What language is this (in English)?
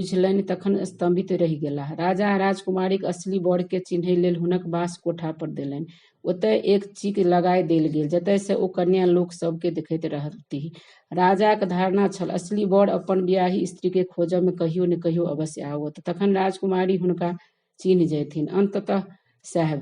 Maithili